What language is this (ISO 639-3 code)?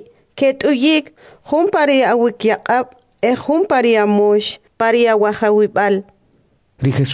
quc